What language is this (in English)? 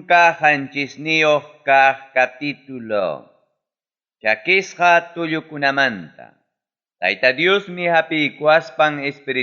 Ayacucho Quechua